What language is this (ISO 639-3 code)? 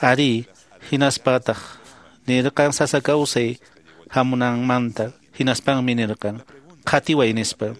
que